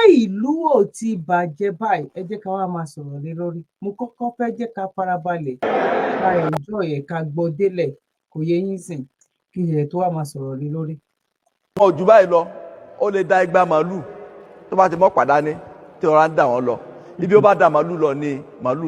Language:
Yoruba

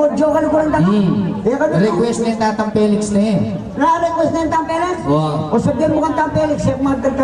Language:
Pampanga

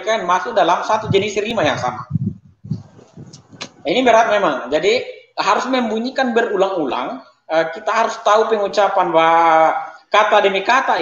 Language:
Indonesian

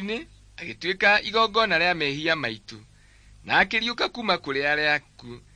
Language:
Kikuyu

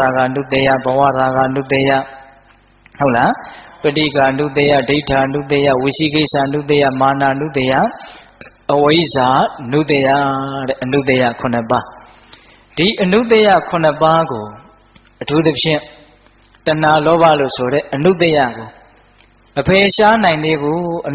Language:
Burmese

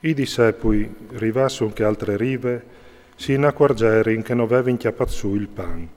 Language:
Friulian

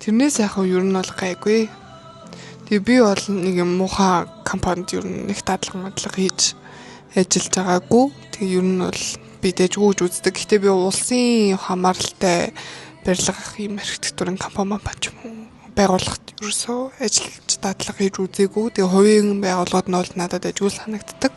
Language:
Mongolian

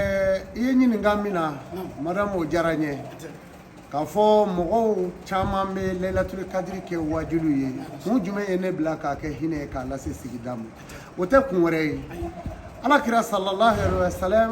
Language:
Bambara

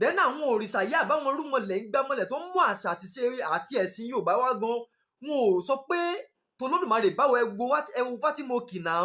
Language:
Yoruba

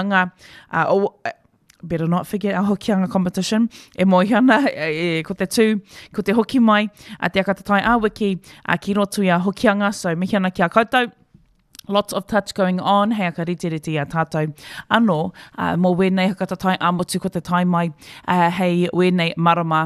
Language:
Māori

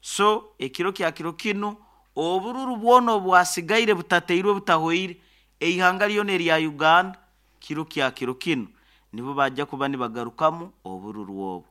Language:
Nyoro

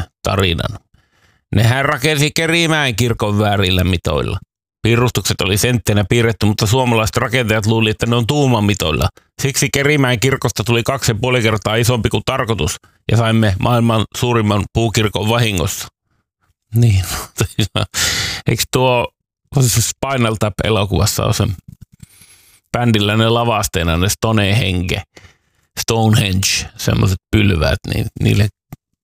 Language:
Finnish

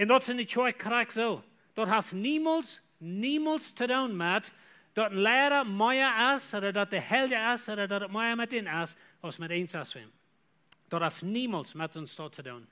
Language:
Plautdietsch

